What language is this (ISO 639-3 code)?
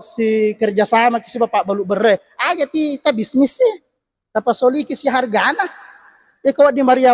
bug